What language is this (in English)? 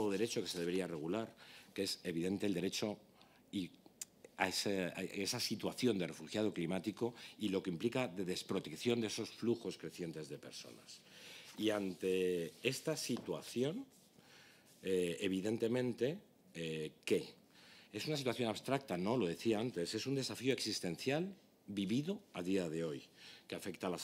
Spanish